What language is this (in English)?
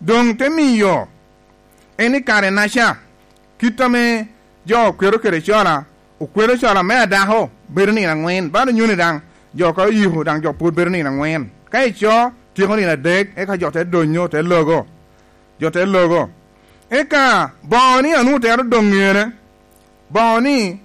Lango (Uganda)